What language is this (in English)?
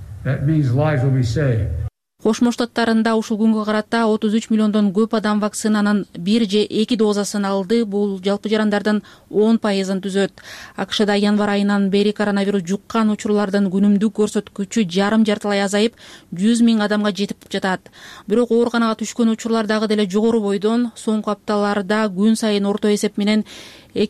Kyrgyz